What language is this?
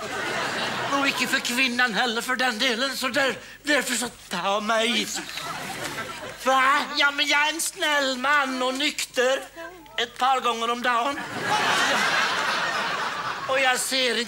Swedish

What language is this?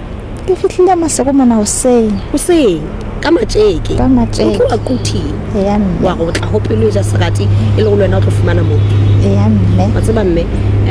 Southern Sotho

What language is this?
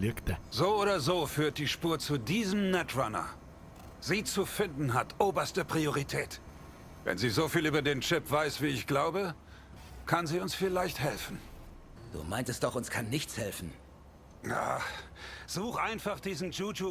Bavarian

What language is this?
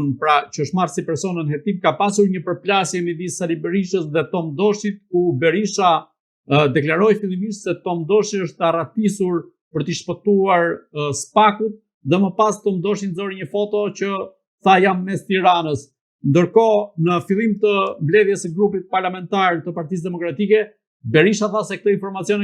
Albanian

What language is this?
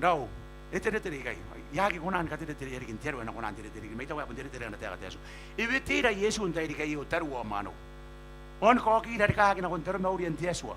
Gilbertese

